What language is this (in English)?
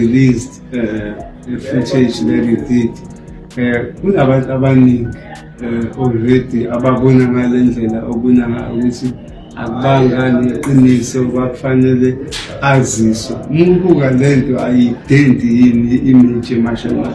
Zulu